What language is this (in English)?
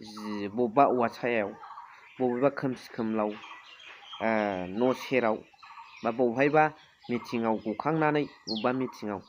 Bodo